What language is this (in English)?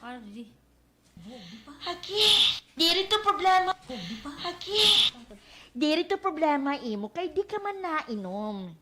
Waray